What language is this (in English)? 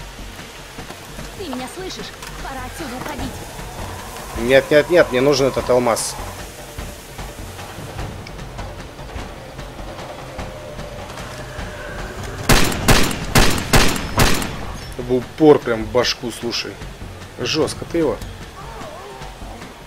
Russian